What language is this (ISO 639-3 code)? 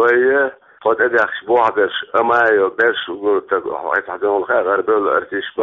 che